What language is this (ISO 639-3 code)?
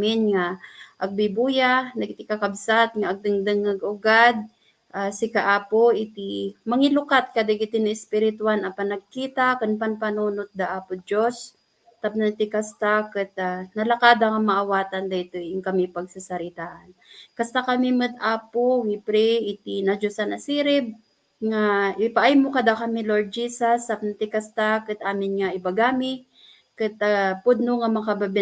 ilo